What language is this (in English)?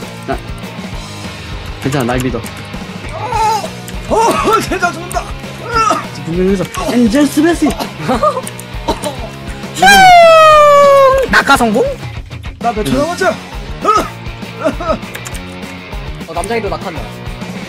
Korean